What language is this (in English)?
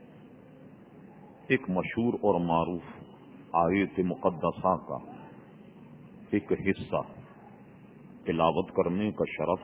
Urdu